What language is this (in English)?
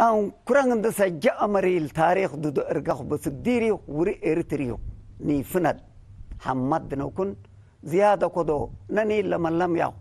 Tigre